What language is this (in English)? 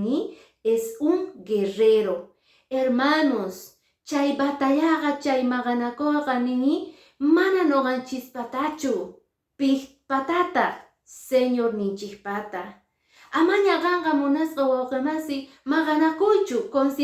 Quechua